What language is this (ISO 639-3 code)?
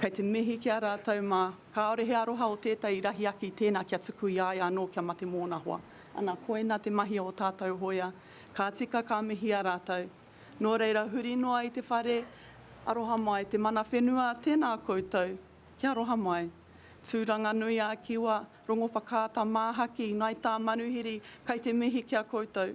mri